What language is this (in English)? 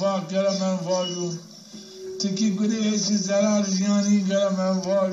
Zaza